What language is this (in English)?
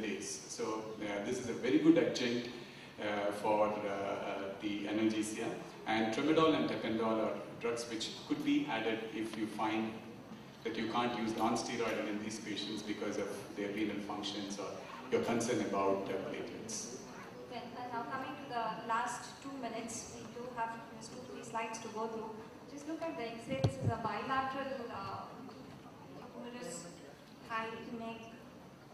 English